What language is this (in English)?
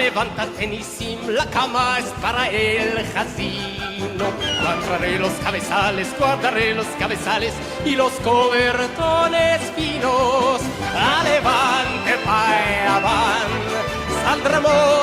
Ladino